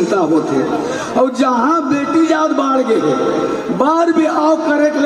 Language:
Chhattisgarhi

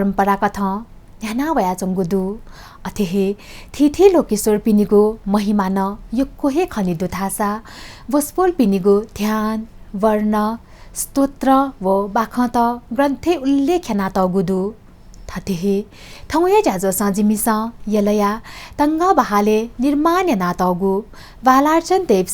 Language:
Newari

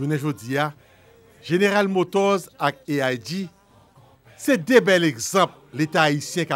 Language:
Haitian Creole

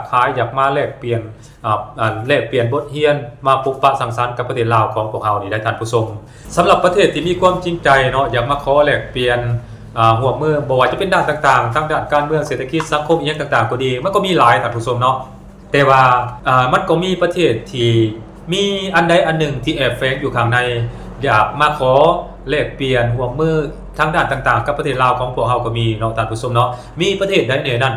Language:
Lao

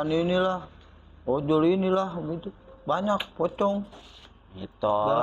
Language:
Betawi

